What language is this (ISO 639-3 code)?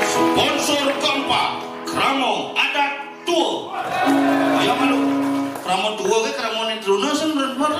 ban